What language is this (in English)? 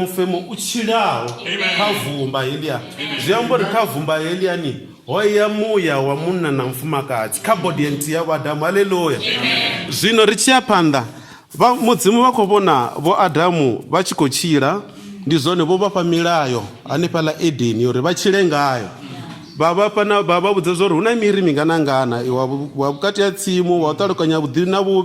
Venda